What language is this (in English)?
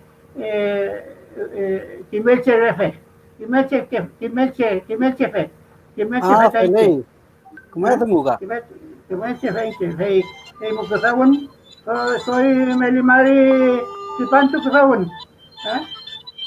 Mapuche